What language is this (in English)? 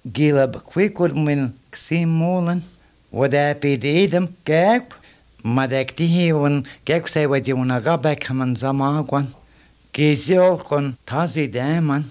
Latvian